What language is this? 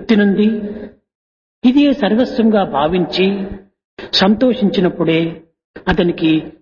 Telugu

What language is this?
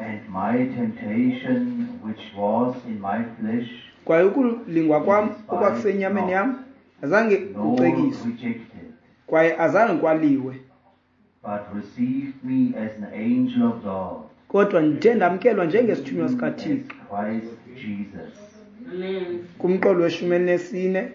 Xhosa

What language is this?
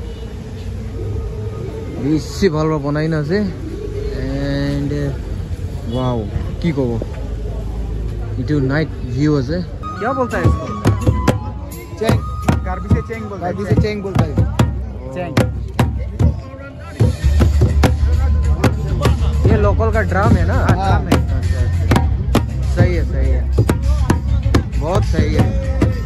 Hindi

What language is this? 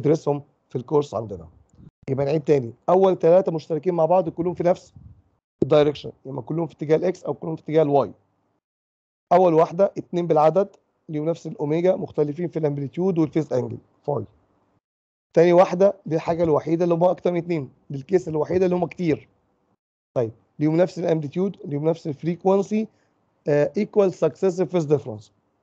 Egyptian Arabic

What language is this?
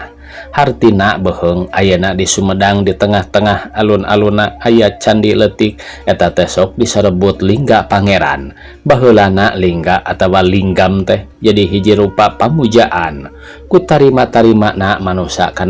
Sundanese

